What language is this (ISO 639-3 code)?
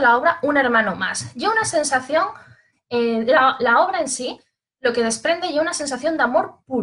ast